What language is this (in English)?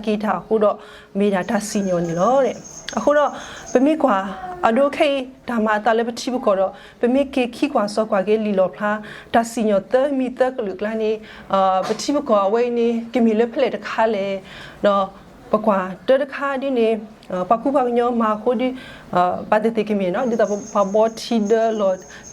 S'gaw Karen